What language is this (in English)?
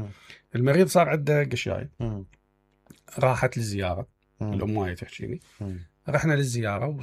Mesopotamian Arabic